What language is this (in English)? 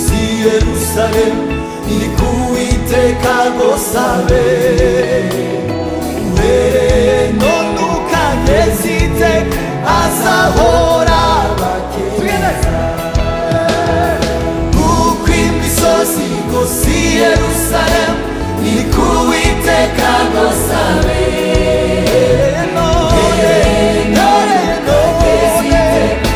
Kinyarwanda